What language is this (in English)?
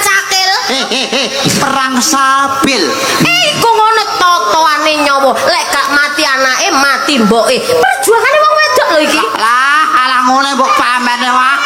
Javanese